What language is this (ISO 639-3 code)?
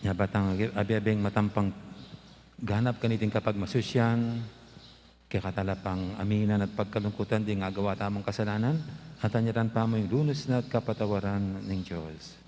pam